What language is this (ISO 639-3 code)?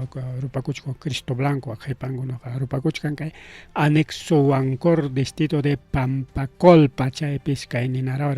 quy